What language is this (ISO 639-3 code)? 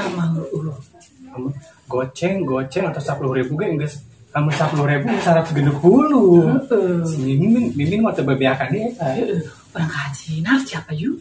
sun